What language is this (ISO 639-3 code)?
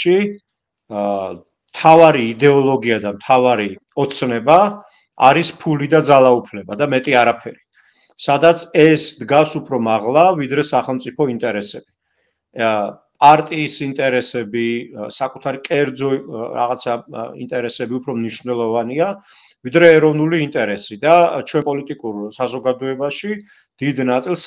kat